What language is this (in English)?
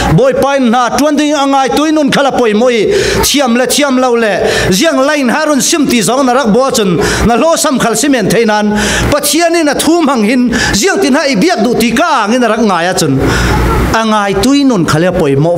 Falam Chin